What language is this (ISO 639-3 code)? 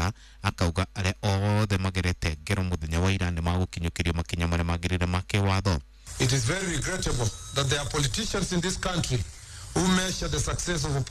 kik